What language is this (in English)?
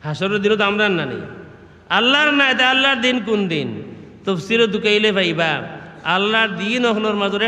Sylheti